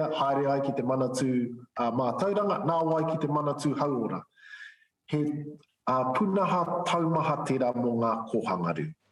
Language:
Māori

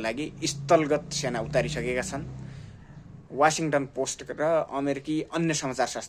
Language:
Nepali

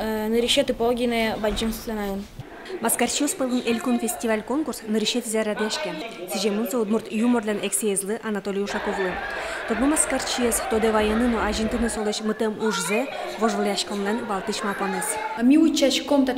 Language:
Udmurt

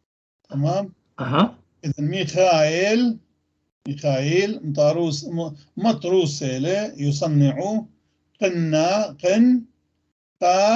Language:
North Levantine Arabic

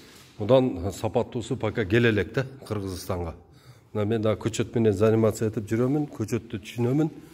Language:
Kyrgyz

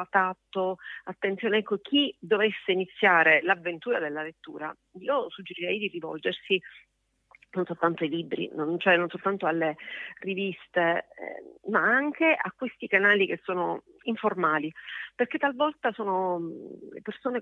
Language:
Italian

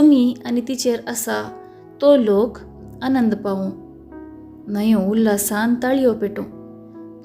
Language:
Konkani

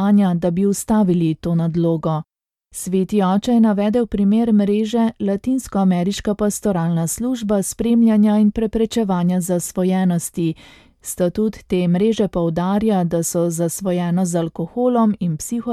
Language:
Slovenian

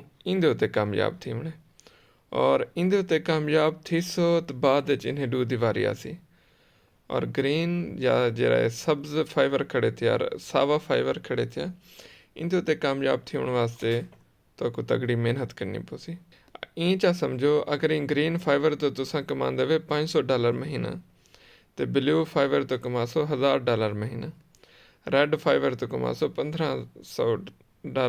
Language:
Saraiki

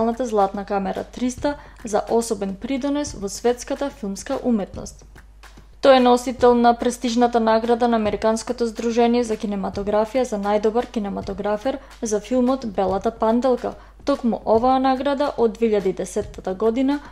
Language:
Macedonian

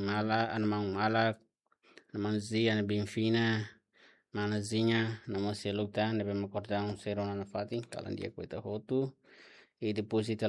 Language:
Tetum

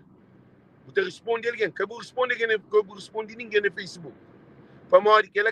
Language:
Kabuverdianu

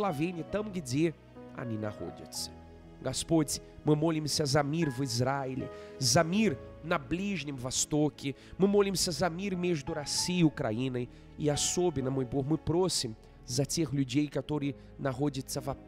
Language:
Russian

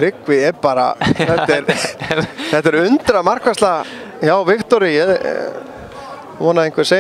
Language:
Icelandic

